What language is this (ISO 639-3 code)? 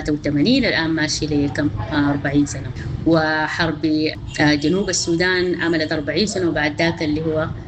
apd